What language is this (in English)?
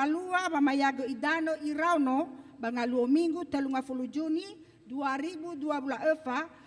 Nias